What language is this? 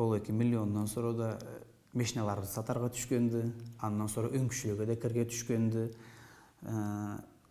Karachay-Balkar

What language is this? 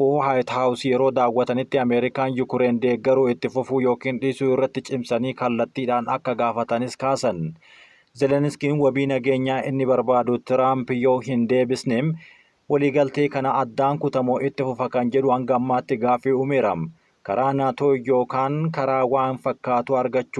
Oromo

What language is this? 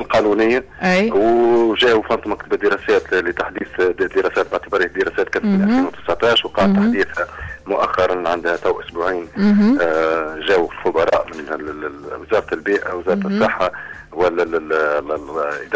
Tunisian Arabic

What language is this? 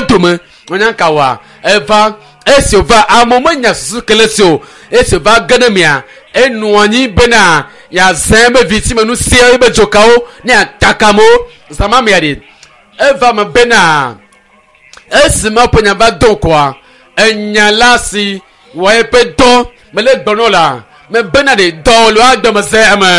Ewe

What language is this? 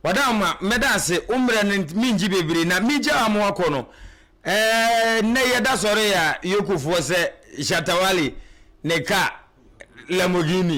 Akan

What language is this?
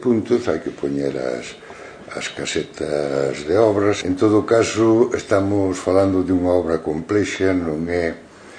Galician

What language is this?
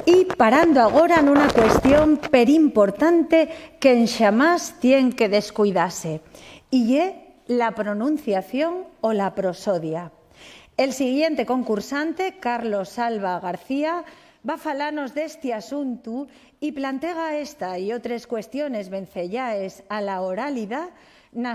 Asturian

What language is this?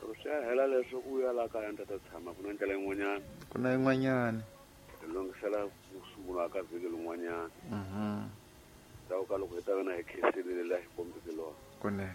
Tsonga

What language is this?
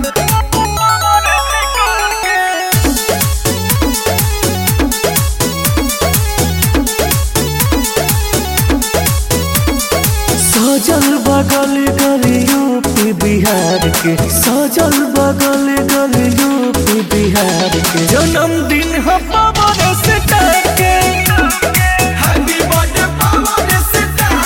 Bhojpuri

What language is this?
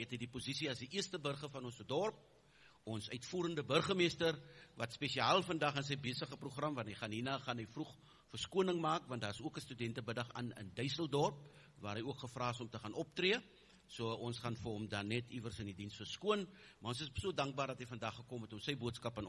Afrikaans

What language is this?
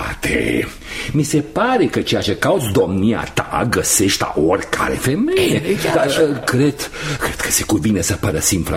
Romanian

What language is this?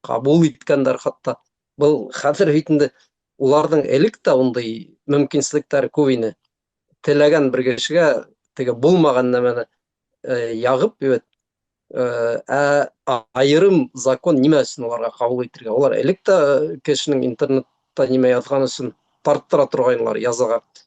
Bashkir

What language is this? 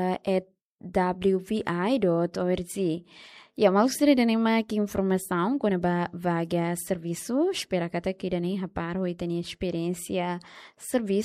Tetum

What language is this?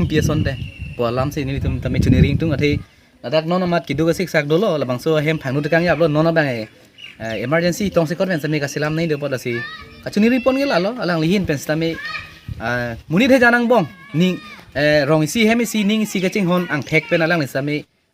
Karbi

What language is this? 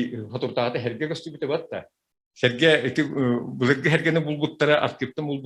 Yakut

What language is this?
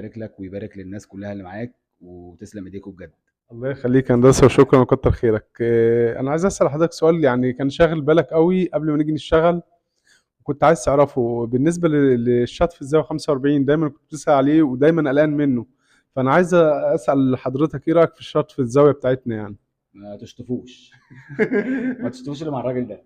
Egyptian Arabic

